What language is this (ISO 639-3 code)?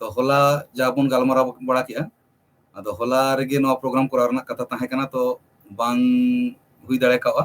sat